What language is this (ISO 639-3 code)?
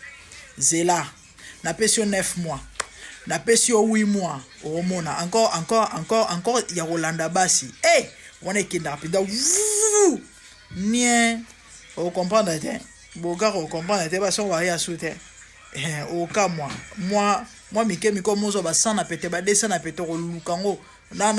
lin